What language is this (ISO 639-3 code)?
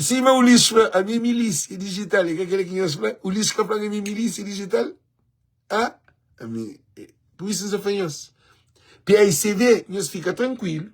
kea